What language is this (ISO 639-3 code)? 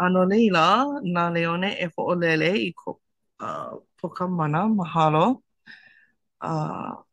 haw